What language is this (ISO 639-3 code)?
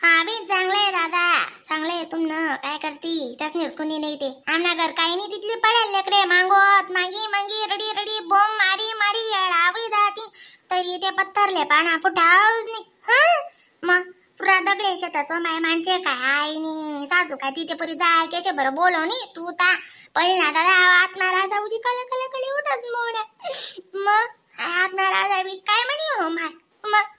khn